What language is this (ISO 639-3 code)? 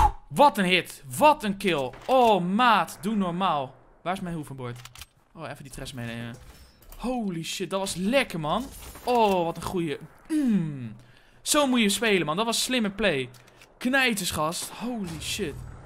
nld